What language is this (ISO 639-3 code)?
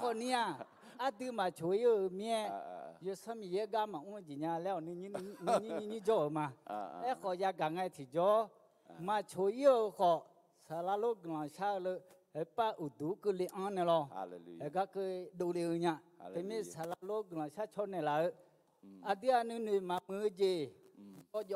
ahk